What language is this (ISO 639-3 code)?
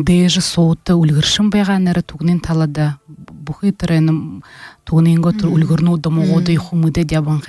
bua